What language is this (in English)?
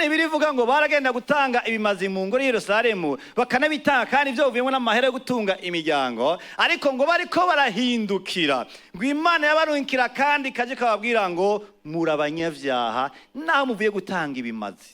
Rundi